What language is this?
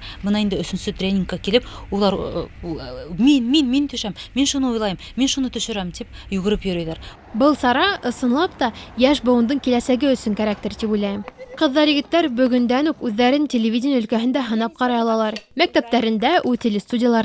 Bashkir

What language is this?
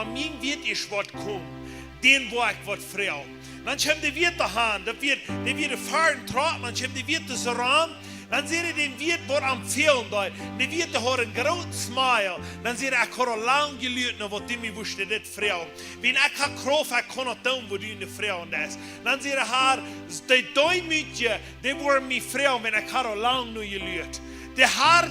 Plautdietsch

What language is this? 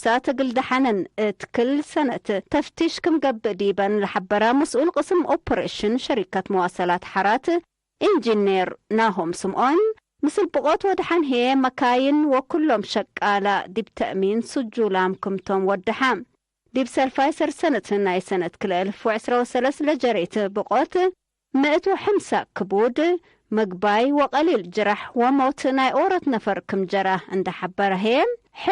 Tigre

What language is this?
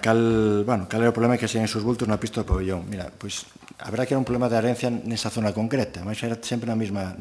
Galician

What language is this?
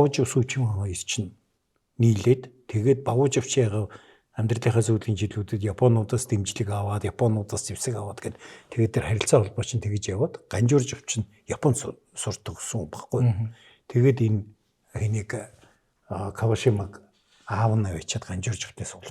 Mongolian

